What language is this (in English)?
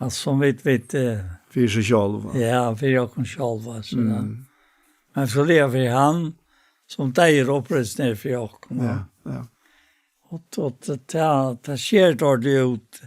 Faroese